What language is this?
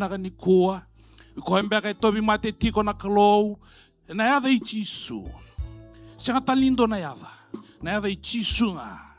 Fijian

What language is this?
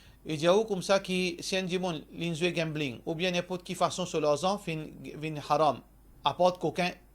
Morisyen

